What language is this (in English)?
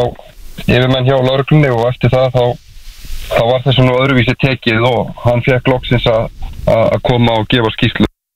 Icelandic